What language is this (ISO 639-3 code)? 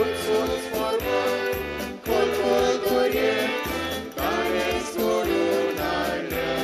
kok